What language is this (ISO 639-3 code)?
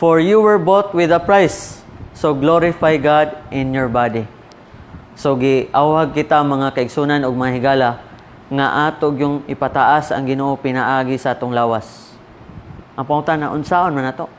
ceb